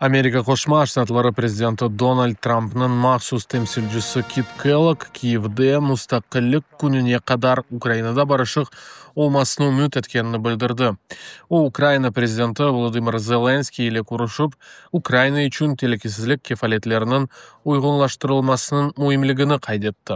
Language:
Crimean Tatar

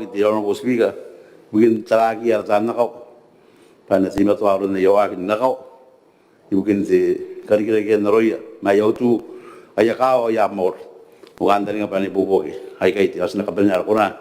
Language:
Gilbertese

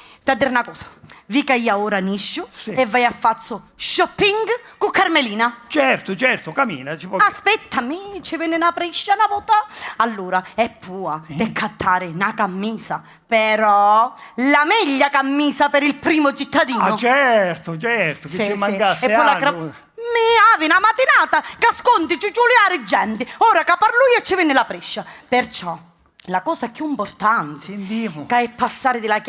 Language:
Sicilian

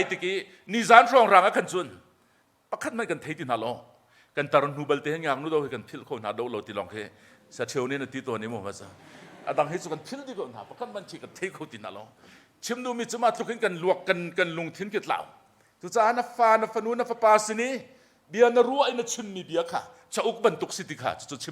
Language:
Hakha Chin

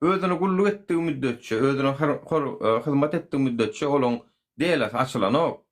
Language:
Turkmen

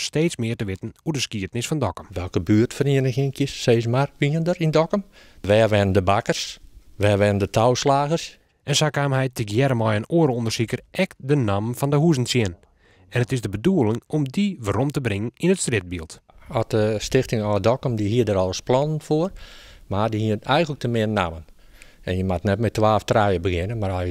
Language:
Western Frisian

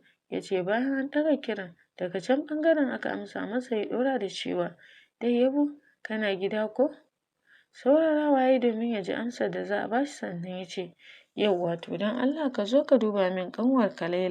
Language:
Hausa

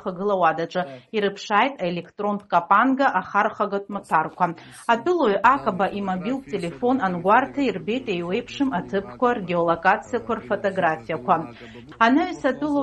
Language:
Abkhazian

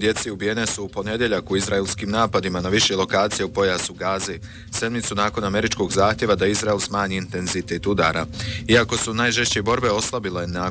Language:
Bosnian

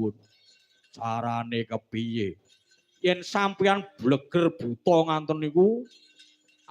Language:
Javanese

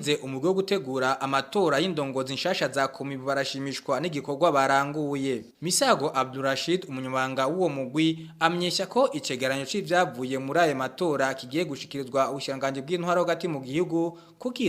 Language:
Rundi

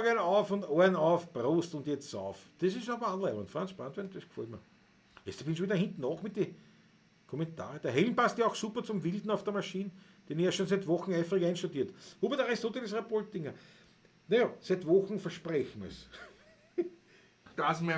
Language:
Bavarian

